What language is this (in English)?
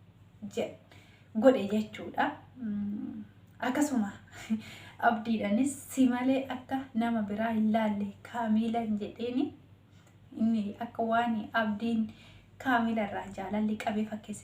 Oromo